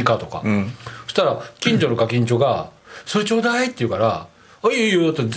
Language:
Japanese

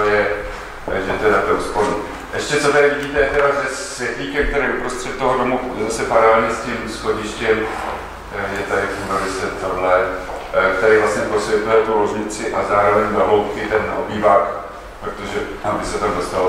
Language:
Czech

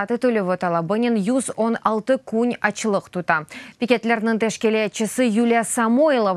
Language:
Crimean Tatar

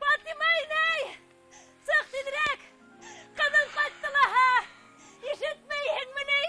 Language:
Bashkir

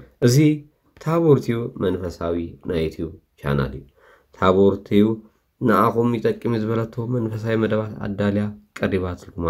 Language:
Tigrinya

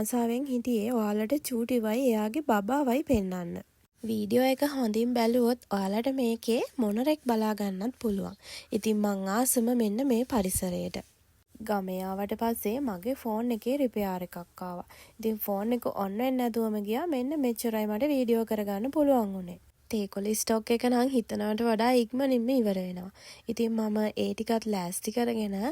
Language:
Sinhala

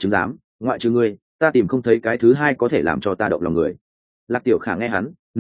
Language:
Vietnamese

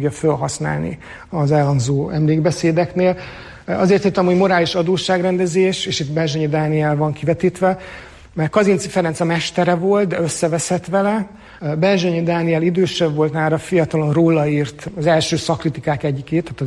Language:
Hungarian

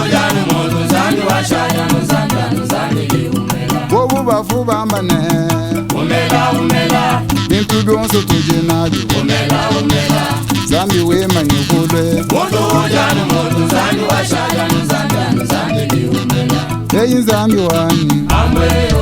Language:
Luba-Lulua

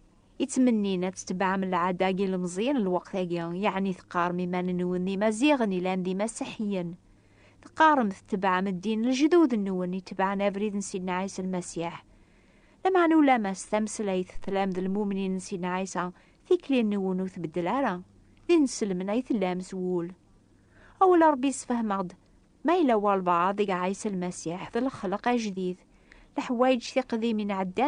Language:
Kabyle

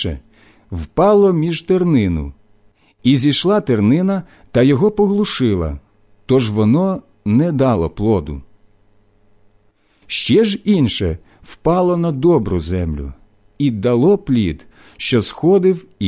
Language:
Ukrainian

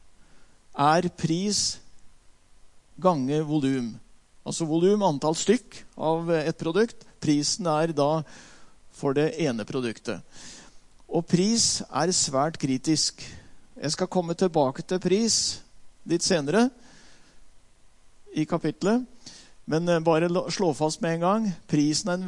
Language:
Norwegian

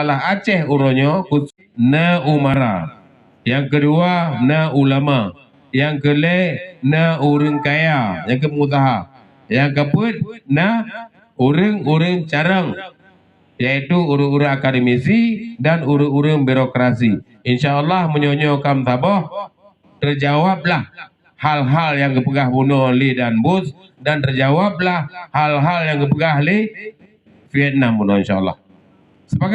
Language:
Achinese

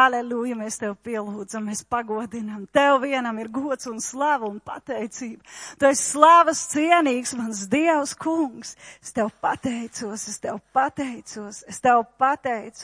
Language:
Latvian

